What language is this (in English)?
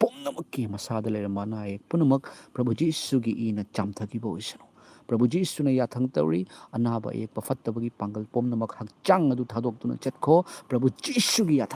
Manipuri